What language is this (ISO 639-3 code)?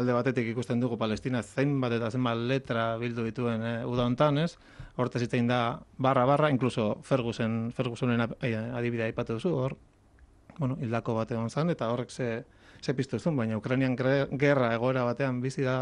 eus